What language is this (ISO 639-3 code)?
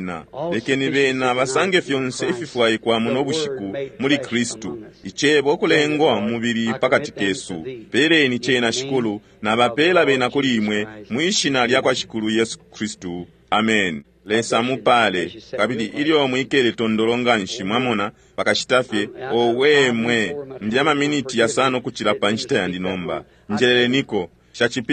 bem